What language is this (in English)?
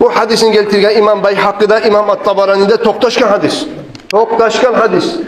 Kumyk